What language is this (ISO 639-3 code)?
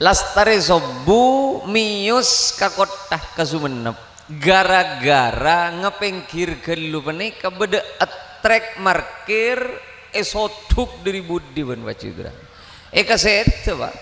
mad